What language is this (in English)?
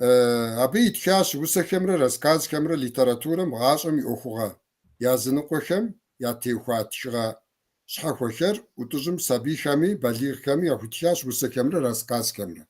Kabardian